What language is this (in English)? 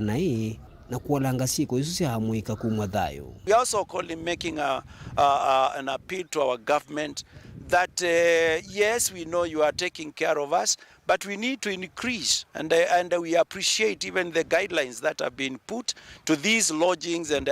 Kamba